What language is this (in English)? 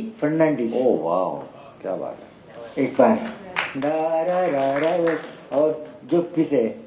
Hindi